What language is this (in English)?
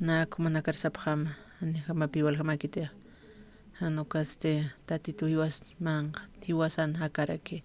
Aymara